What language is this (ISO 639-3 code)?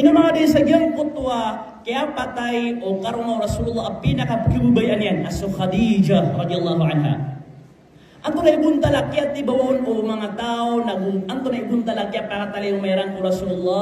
mrw